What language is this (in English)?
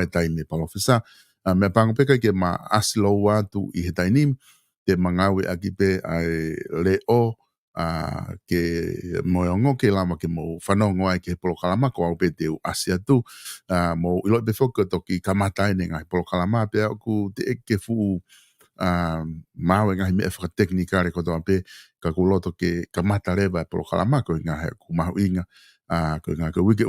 Tongan